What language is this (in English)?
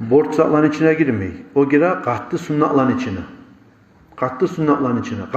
Kumyk